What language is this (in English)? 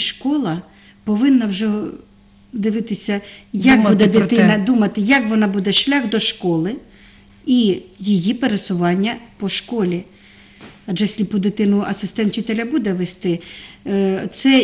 Ukrainian